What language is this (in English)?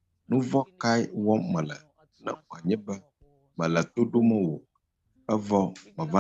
Ewe